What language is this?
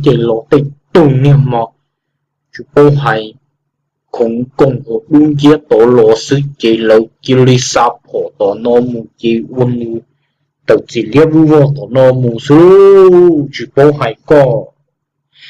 Hmong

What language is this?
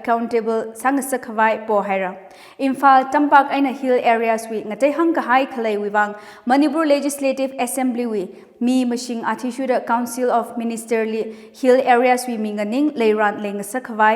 Tangkhul Naga (India)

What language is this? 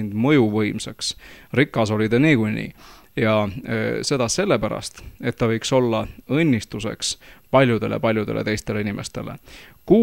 Estonian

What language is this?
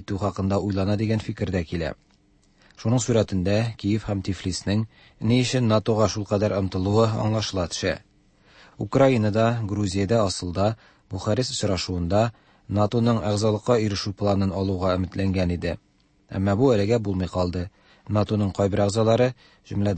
Tatar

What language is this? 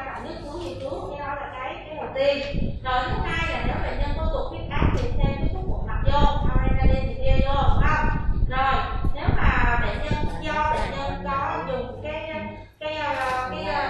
Vietnamese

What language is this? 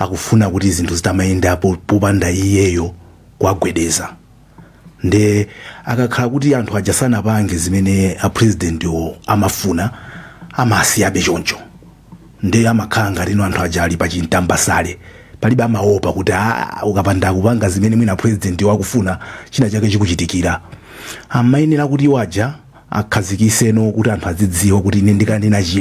Nyanja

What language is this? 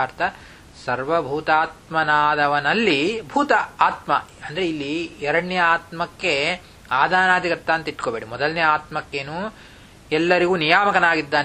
Kannada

